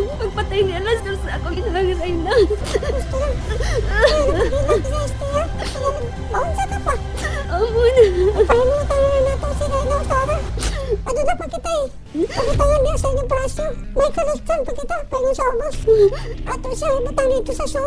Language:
Cebuano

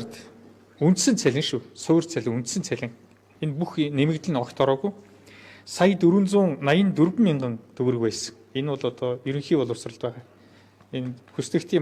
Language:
Mongolian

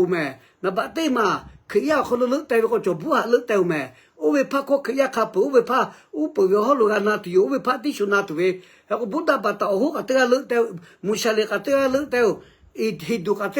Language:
Lahu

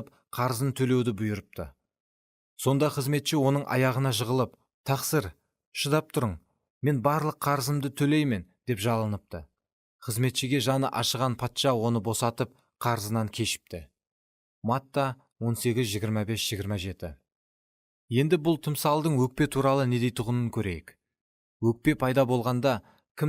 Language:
Kara-Kalpak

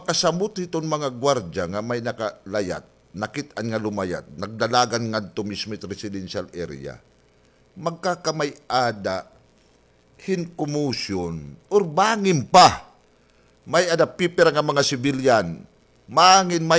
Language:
Waray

